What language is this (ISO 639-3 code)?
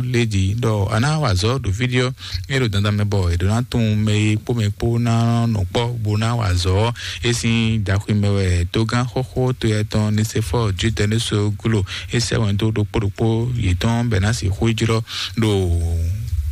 fon